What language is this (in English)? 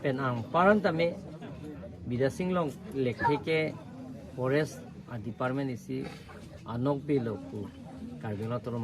Karbi